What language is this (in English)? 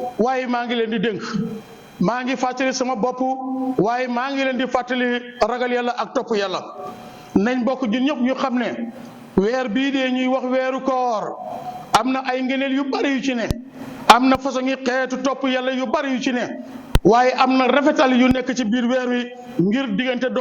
Wolof